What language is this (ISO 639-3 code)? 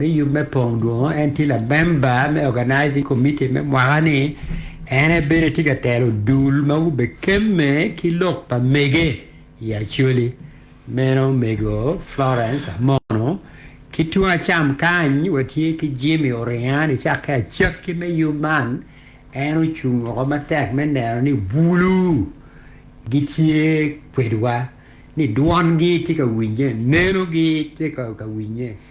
ach